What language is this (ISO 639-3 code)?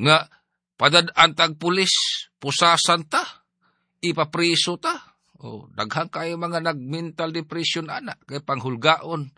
ceb